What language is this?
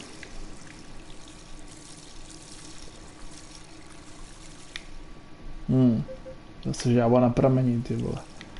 Czech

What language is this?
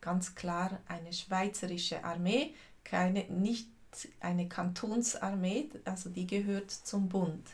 Swiss German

